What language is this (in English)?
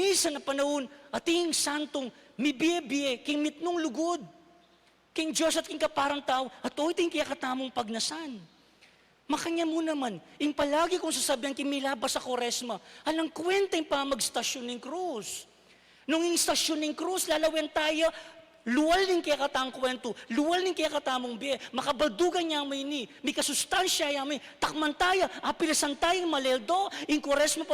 Pampanga